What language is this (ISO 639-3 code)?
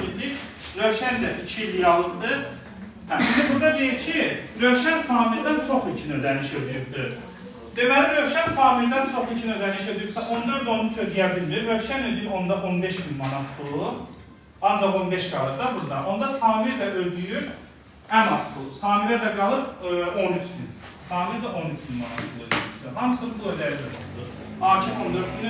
aze